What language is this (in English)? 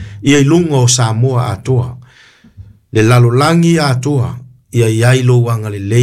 Samoan